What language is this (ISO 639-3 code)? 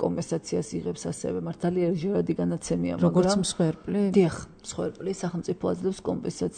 kat